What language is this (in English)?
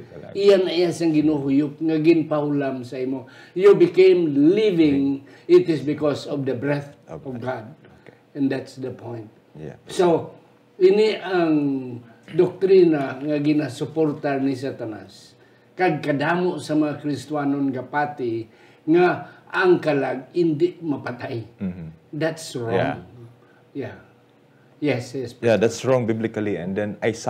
Hiligaynon